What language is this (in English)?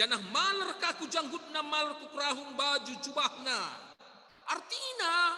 Batak Karo